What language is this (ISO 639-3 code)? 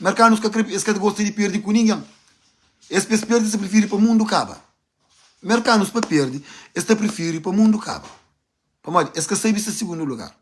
kea